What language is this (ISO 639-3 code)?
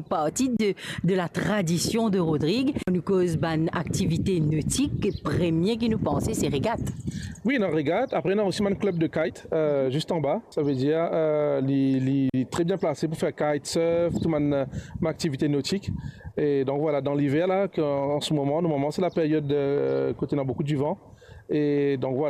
mfe